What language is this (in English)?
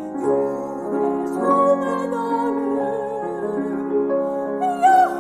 Estonian